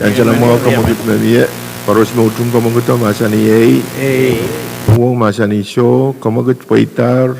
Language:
Pohnpeian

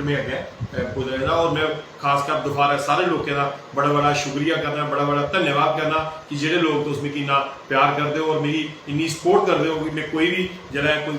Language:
Dogri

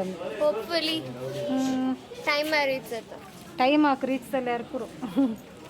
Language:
Konkani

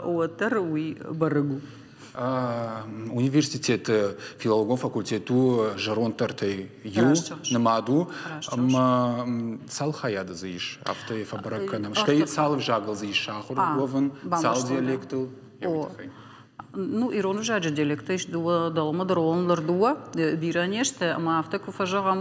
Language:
Ossetic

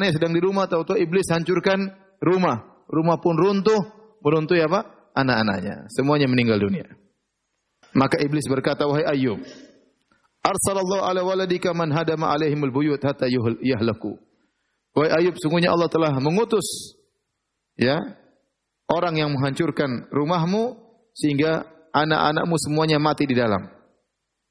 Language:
Indonesian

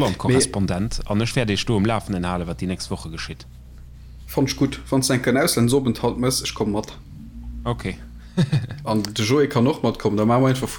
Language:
Luxembourgish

